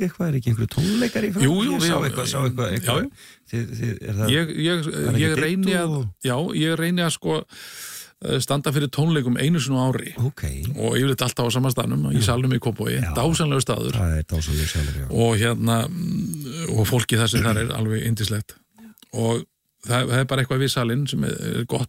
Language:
Icelandic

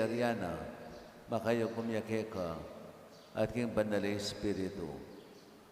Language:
Pampanga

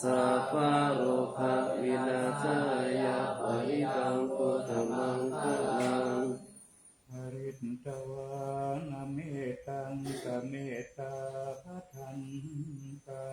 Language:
Pali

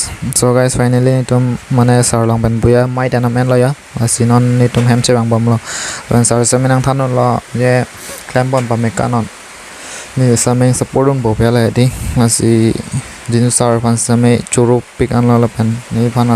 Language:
Karbi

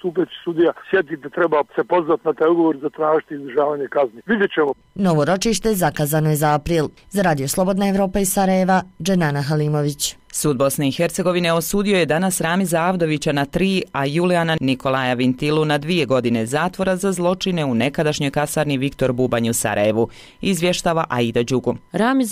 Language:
Bosnian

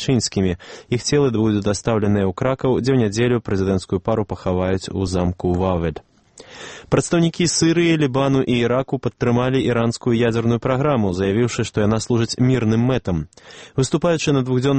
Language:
Belarusian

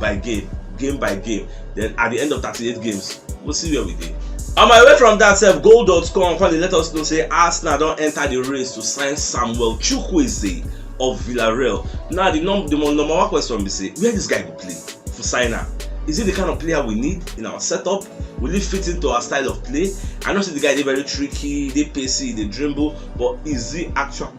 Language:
Nigerian Pidgin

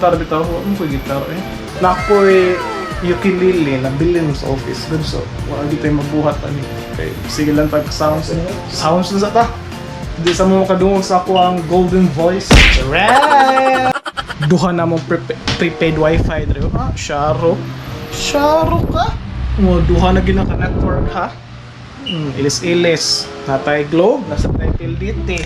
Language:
Cebuano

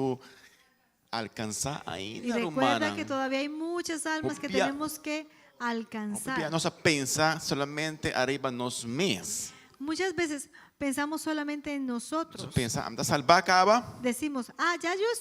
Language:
Papiamento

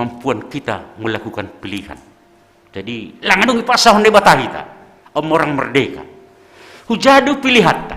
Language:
Batak Simalungun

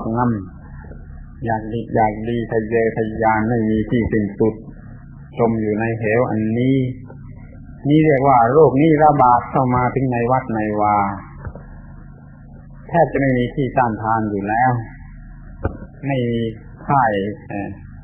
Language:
Thai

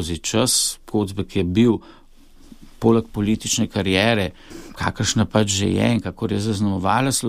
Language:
Slovenian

